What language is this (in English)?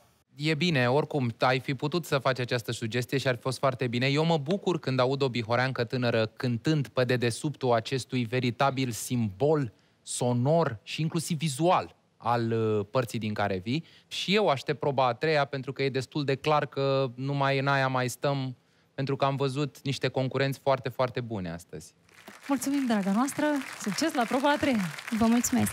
Romanian